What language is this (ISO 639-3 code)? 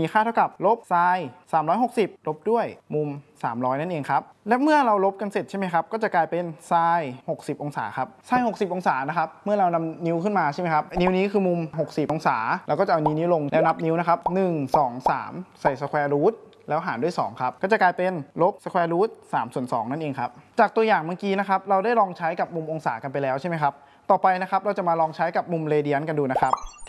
tha